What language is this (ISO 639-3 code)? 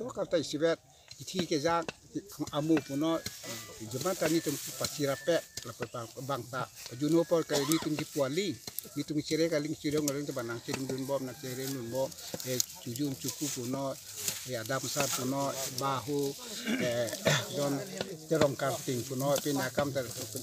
mjw